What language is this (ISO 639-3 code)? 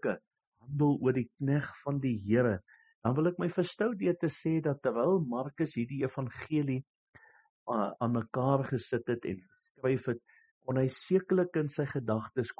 afr